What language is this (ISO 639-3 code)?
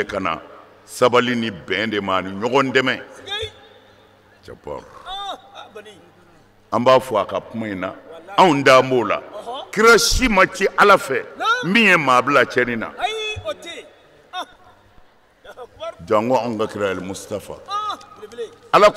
bam